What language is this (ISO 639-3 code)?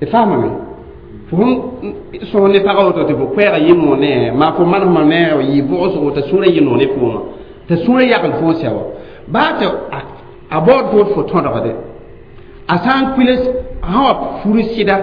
mos